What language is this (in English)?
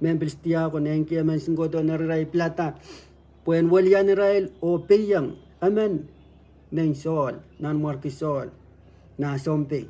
Pohnpeian